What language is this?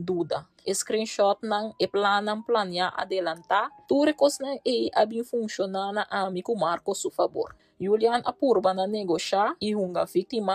Papiamento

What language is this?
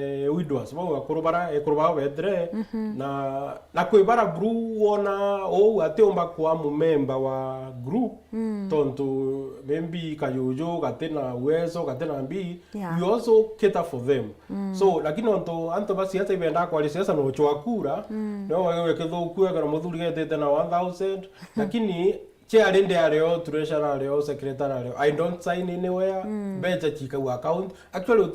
Meru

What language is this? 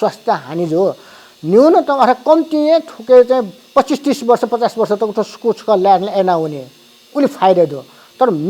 Newari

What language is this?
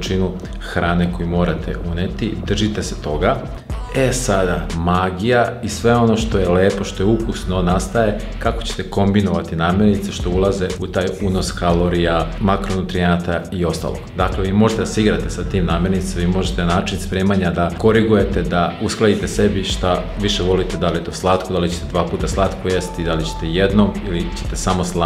Serbian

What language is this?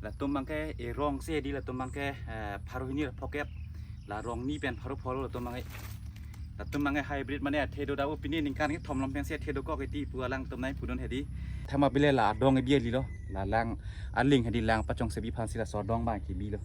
Karbi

